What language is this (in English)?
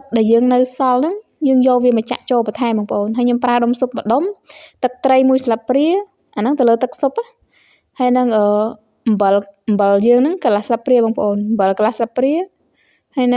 Khmer